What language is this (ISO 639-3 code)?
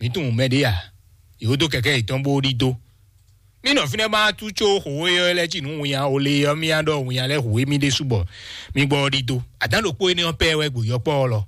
fon